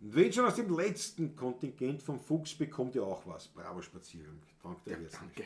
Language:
Bavarian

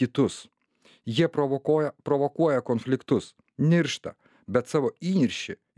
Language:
Lithuanian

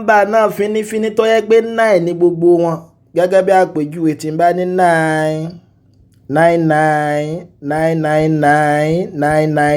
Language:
Yoruba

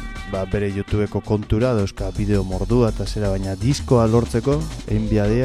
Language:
Basque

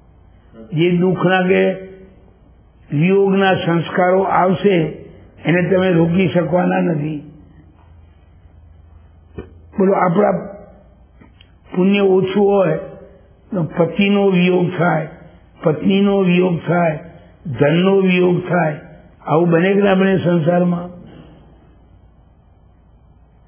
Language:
Gujarati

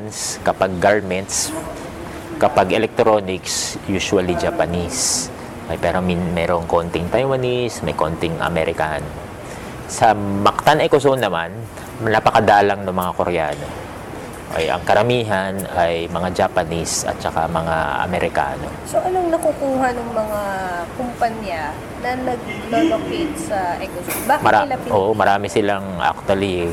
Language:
Filipino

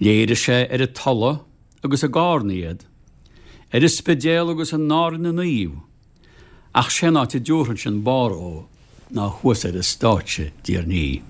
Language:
Irish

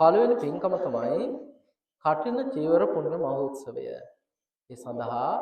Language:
Sinhala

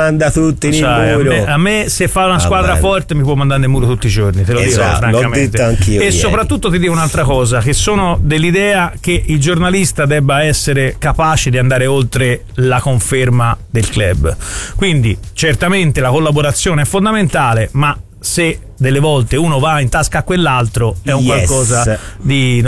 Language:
Italian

